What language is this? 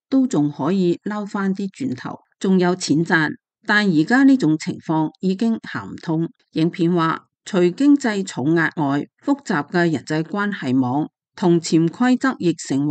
Cantonese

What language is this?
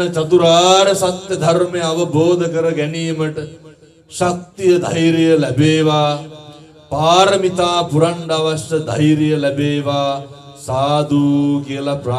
Sinhala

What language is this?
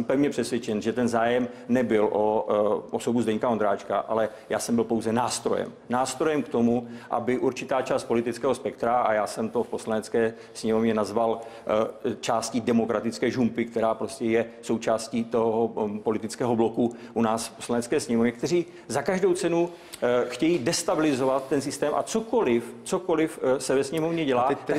Czech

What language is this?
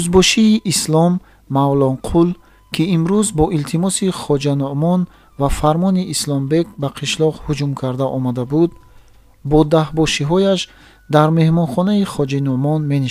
Tajik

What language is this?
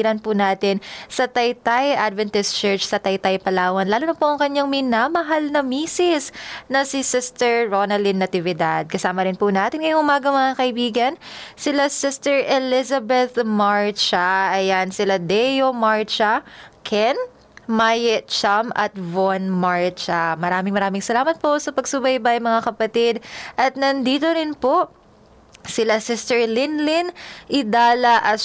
Filipino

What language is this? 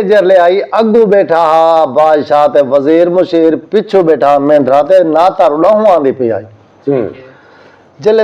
Saraiki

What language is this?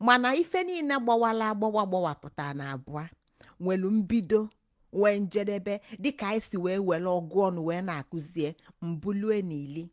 Igbo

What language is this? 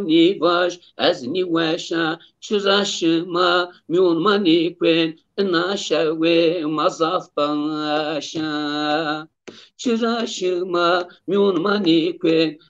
Zaza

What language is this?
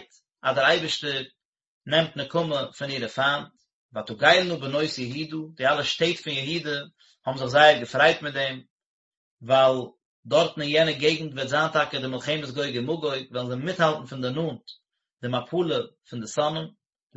Yiddish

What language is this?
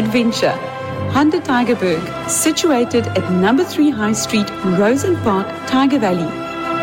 Afrikaans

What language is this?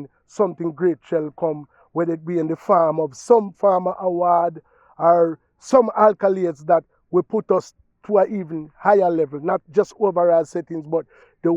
Jamaican Creole English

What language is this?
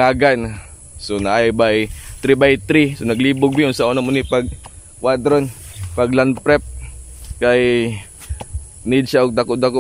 Cebuano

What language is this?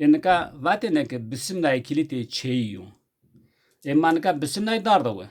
Zaza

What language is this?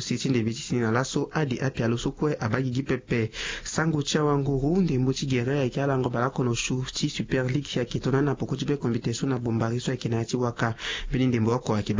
Sango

